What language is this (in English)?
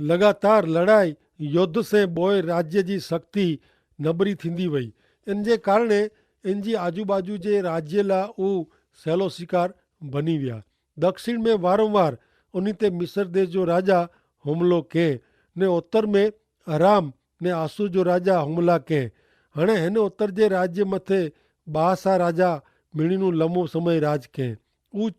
Kachhi